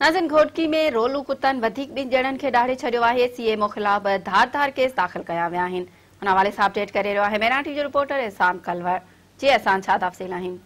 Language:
Sindhi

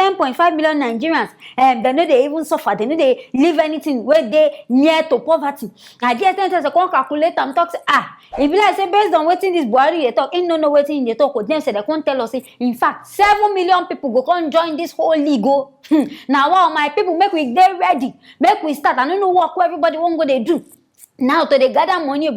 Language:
Nigerian Pidgin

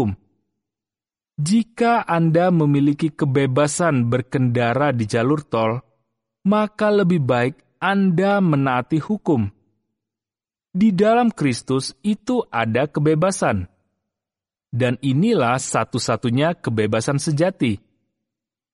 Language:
Indonesian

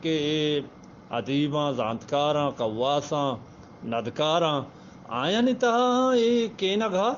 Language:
Eastern Balochi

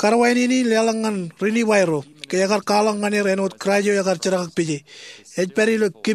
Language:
Marshallese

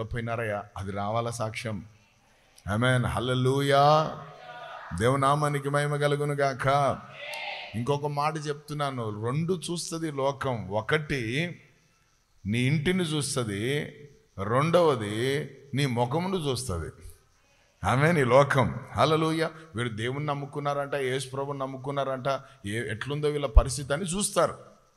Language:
Telugu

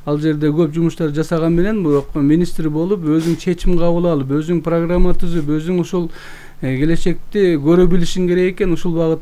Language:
Kyrgyz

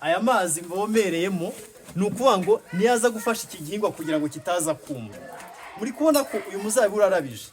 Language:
Kinyarwanda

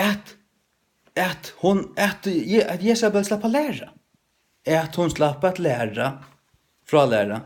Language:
Faroese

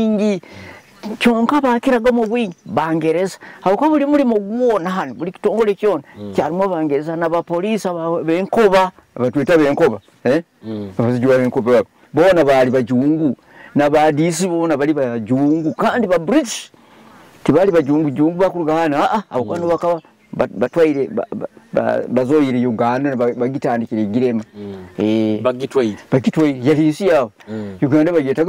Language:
Nyoro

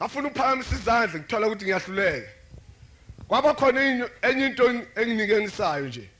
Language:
Zulu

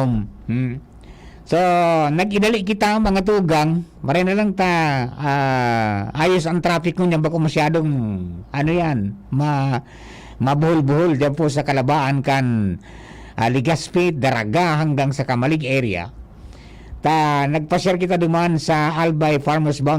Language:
Bikol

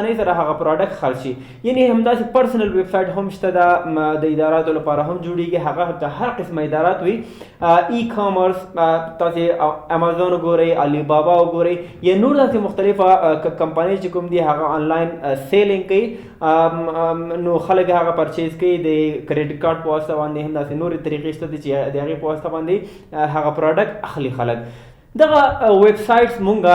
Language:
Pashto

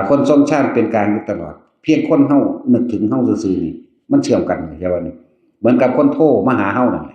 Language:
Northeastern Thai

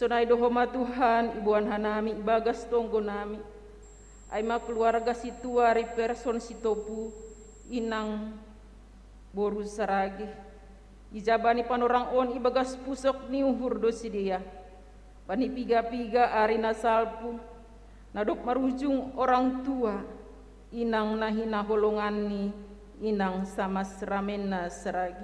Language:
Batak Simalungun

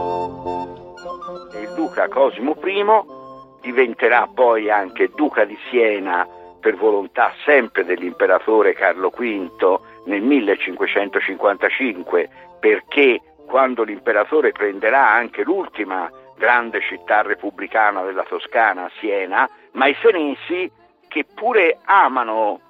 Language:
Italian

